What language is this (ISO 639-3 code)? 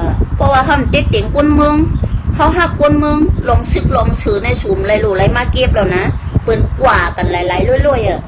shn